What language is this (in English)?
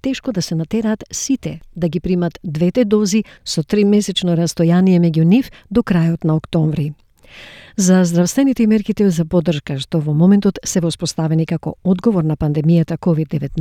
Macedonian